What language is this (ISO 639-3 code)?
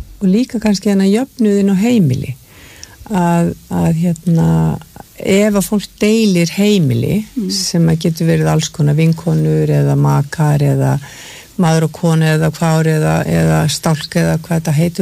isl